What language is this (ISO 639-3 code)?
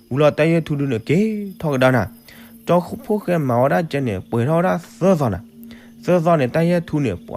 ksw